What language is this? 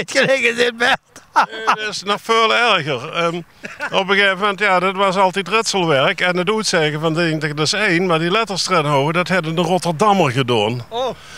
Limburgish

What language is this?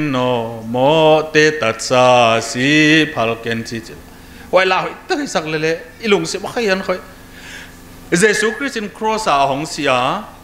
Thai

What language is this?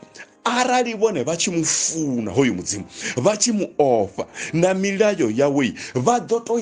Venda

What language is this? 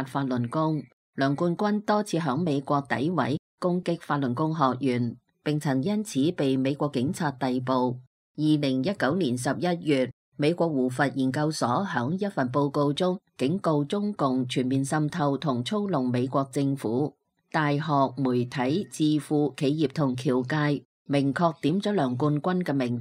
Cantonese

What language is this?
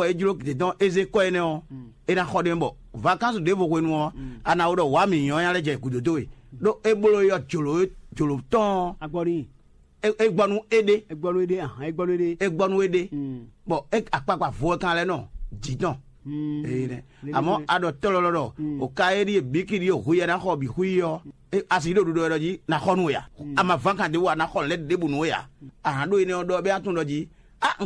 Fon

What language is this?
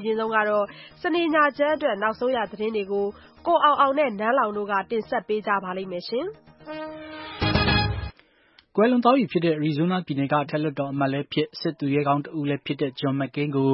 Burmese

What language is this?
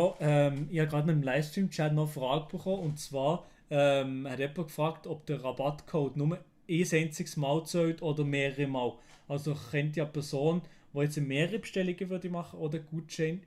Swiss German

